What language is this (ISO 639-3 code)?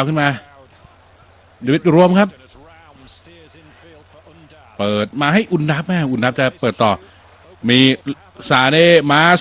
tha